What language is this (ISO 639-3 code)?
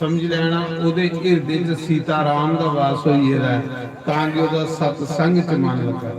doi